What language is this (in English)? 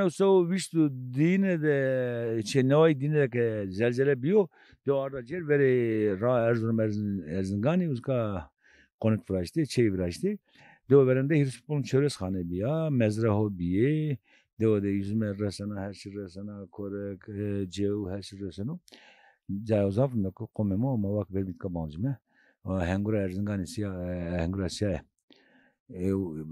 Zaza